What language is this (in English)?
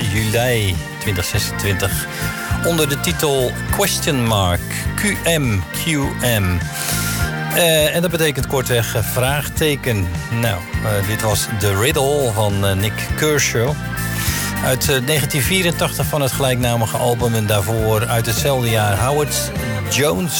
Dutch